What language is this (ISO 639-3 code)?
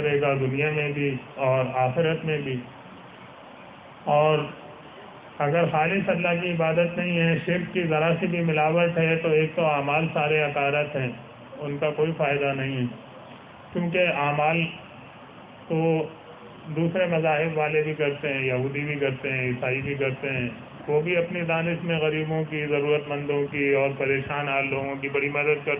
urd